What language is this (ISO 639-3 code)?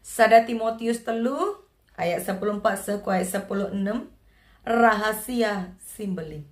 btx